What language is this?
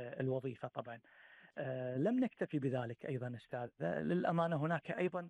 Gulf Arabic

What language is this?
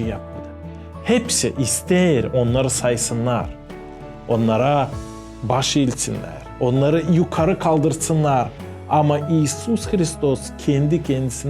Gagauz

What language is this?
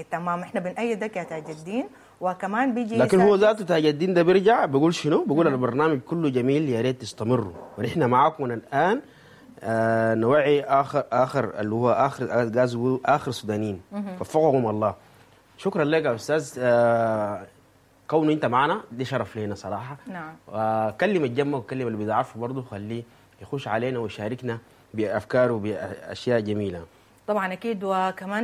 Sudanese Arabic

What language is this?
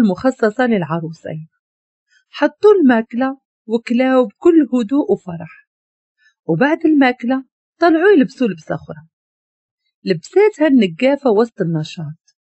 Moroccan Arabic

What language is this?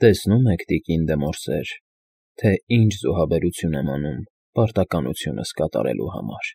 Armenian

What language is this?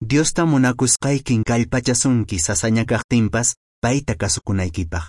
Quechua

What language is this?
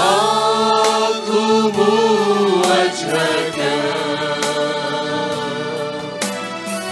Arabic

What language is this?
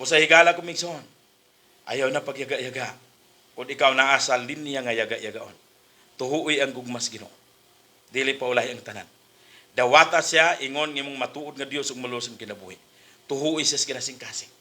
Cebuano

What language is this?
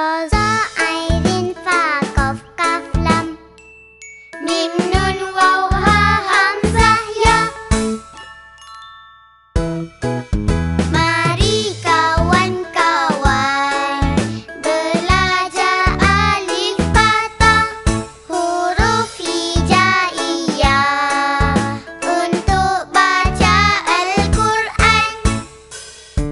Malay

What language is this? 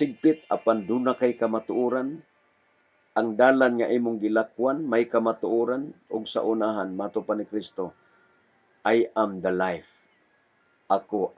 Cebuano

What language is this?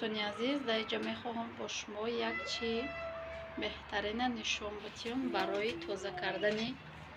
Tajik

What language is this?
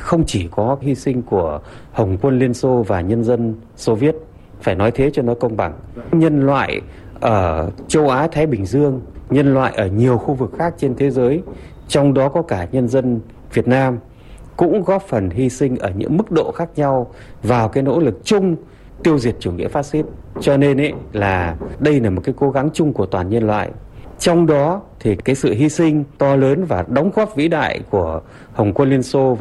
Vietnamese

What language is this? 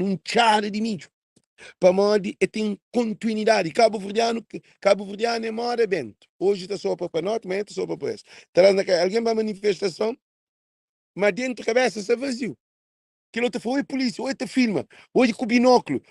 Kabuverdianu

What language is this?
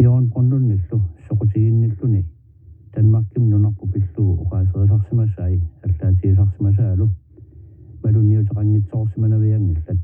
Kalaallisut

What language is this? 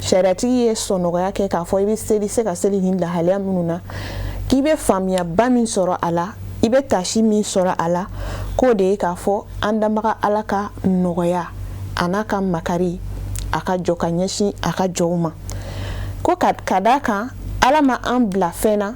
Bambara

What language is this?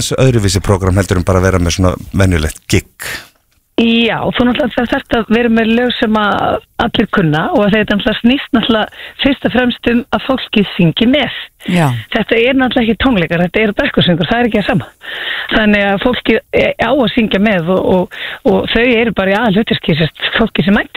Icelandic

